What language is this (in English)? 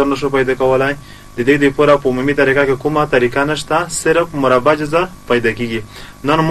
Pashto